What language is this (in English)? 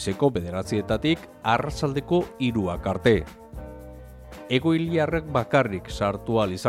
Basque